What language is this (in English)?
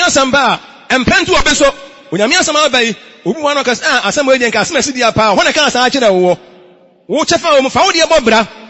Akan